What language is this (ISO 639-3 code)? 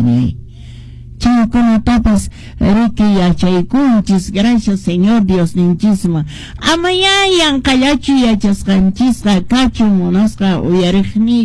que